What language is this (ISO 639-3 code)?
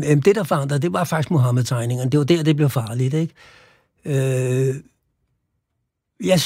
dan